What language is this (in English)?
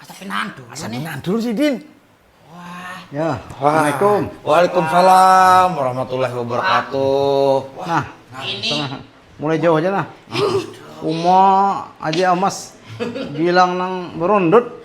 Banjar